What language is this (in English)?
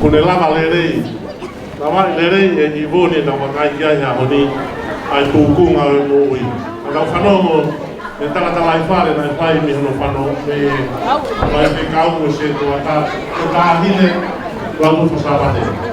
Tongan